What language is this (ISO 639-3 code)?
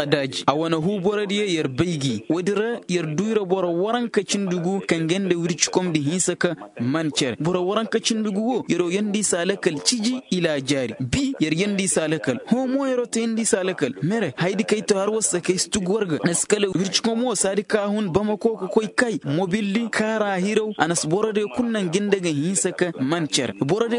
ses